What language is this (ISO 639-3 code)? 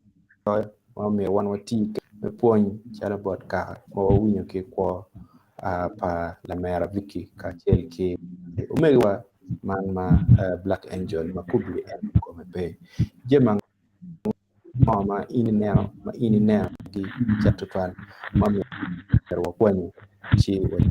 ach